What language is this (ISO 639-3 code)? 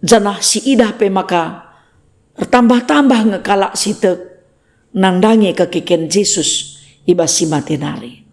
btx